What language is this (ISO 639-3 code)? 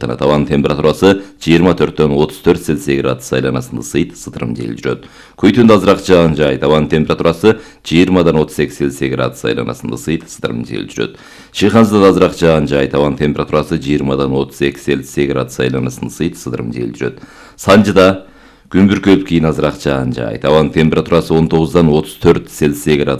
kir